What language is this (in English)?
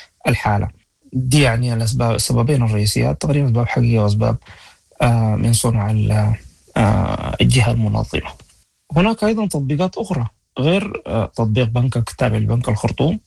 Sudanese Arabic